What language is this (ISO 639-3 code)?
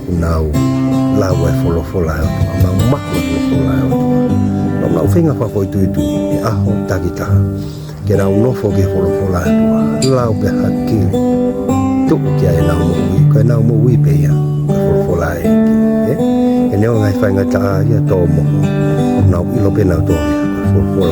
ton